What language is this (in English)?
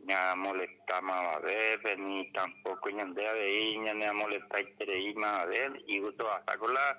Guarani